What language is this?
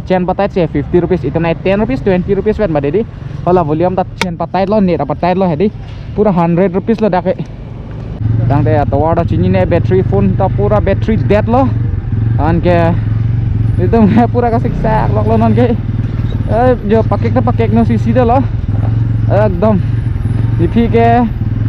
Karbi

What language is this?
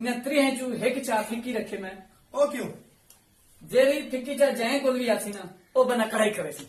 Saraiki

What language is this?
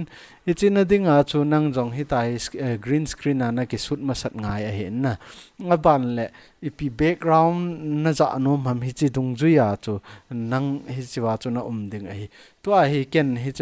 Thado Chin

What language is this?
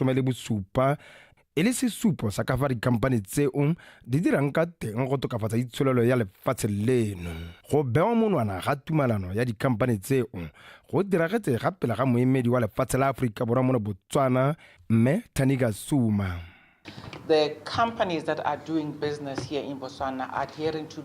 Tswana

